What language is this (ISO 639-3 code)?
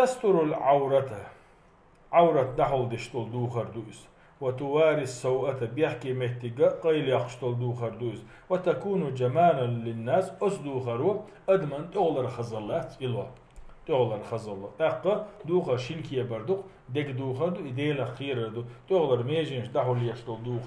che